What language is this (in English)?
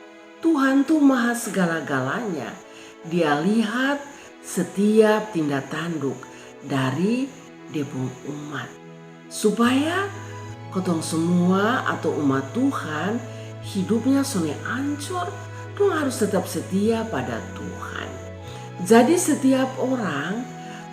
Kupang Malay